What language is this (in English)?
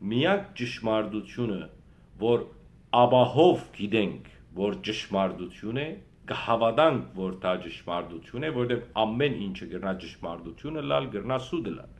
Western Armenian